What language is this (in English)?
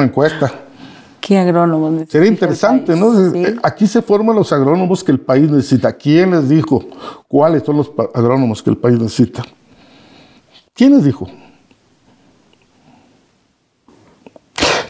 Spanish